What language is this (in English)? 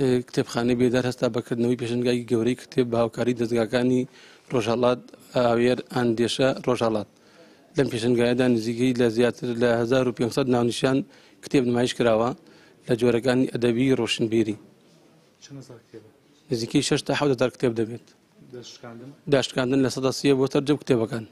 Central Kurdish